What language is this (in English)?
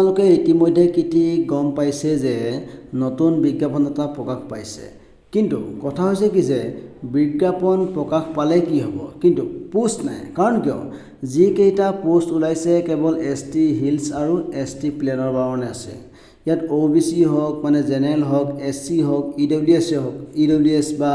Assamese